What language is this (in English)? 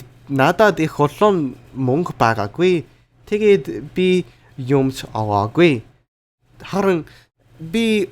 Mongolian